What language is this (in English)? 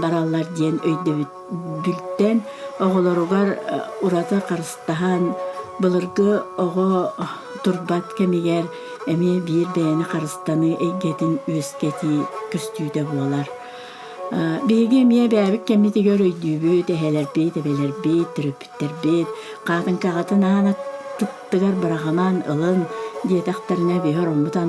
Yakut